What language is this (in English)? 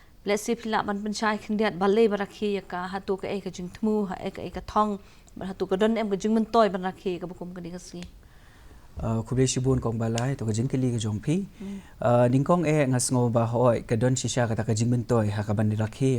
Khasi